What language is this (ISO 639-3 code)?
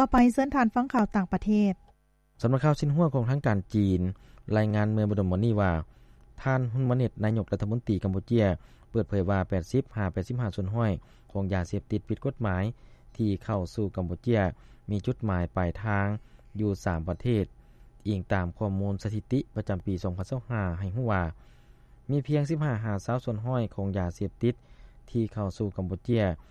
lao